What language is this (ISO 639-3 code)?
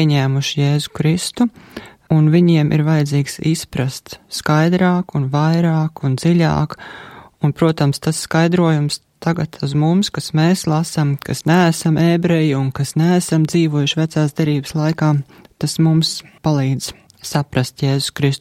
lav